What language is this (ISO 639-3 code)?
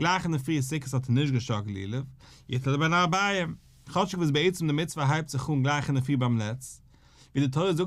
yid